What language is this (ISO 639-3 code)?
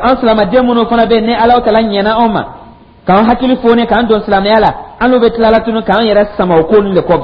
dyu